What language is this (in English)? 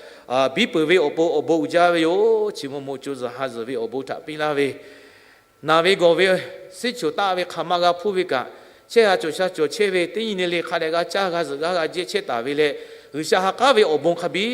Lahu